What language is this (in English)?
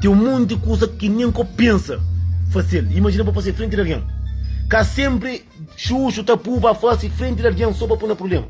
Kabuverdianu